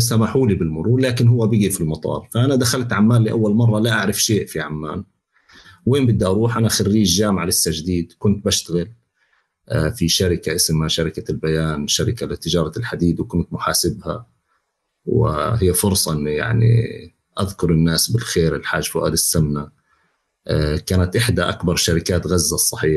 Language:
North Levantine Arabic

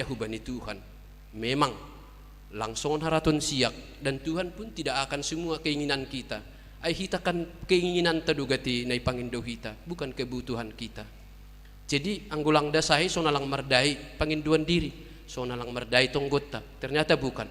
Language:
Batak Simalungun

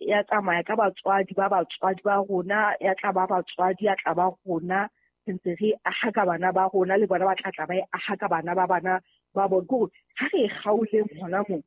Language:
Southern Sotho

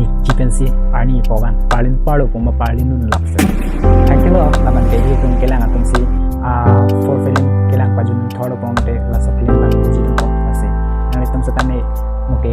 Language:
Karbi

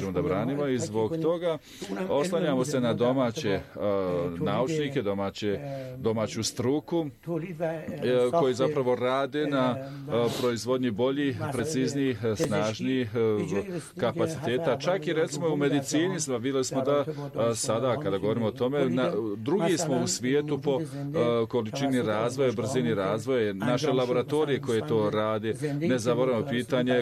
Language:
Bosnian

